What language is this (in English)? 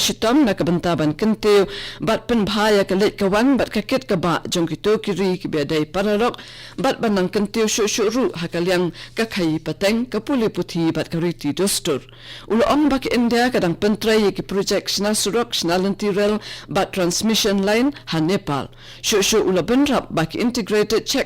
Khasi